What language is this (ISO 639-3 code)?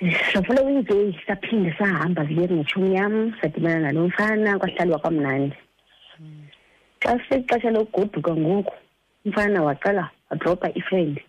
xho